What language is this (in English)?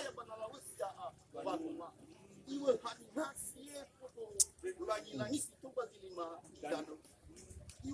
Nias